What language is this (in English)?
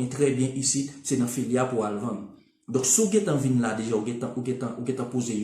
Haitian Creole